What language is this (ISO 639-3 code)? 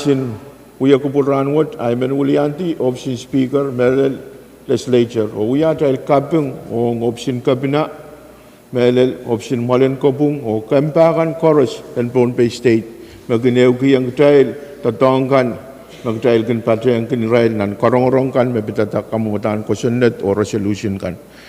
pon